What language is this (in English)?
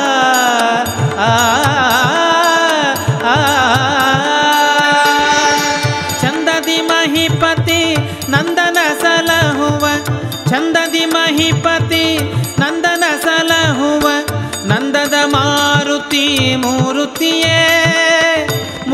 Kannada